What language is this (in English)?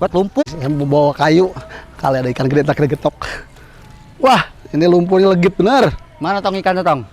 Betawi